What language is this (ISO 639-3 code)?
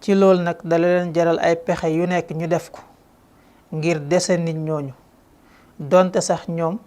wol